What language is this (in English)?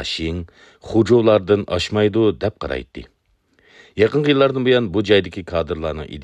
Uyghur